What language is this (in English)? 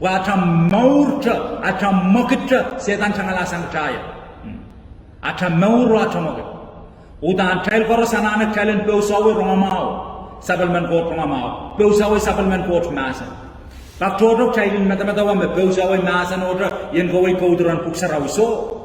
Pohnpeian